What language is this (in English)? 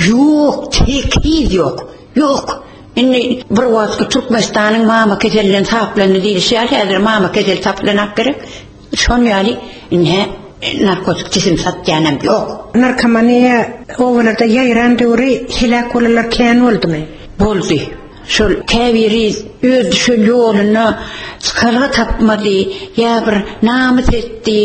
Turkmen